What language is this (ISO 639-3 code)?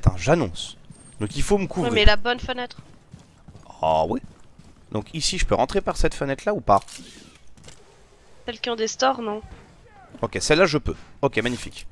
fra